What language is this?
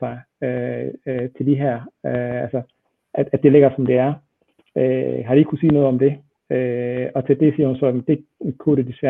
Danish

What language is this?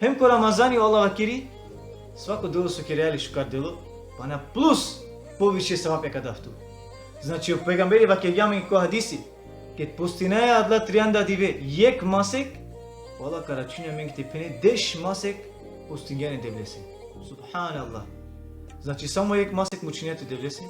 Balkan Romani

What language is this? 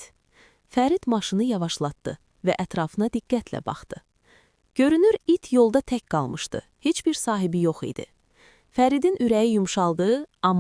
Azerbaijani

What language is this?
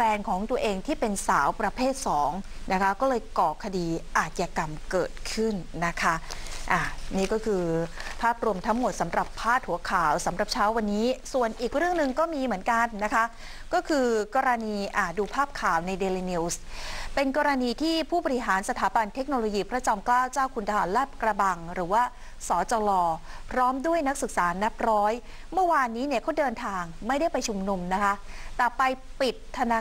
Thai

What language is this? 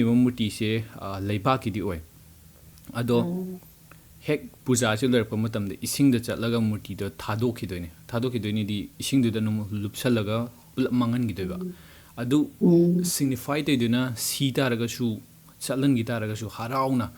Manipuri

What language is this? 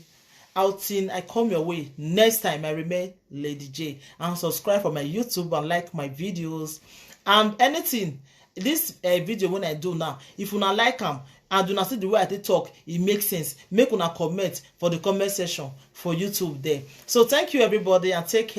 Nigerian Pidgin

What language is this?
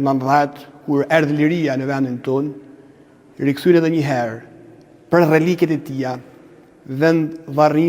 Albanian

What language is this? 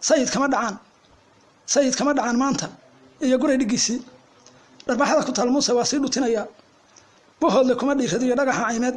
Somali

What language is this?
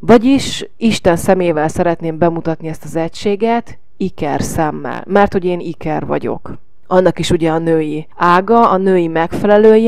Hungarian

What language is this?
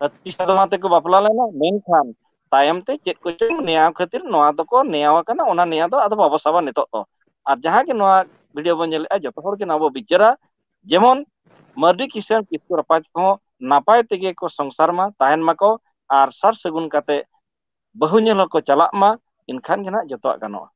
Santali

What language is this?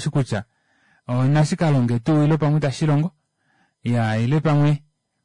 Kuanyama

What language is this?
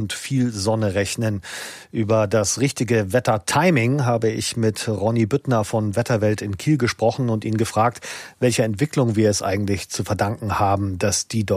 German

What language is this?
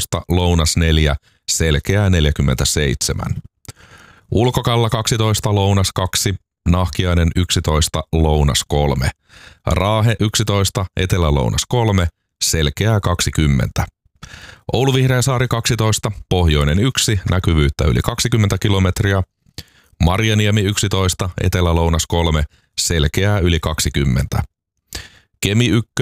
Finnish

